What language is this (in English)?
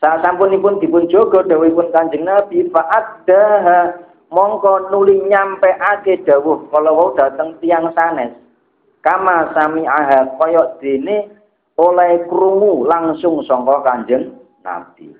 Javanese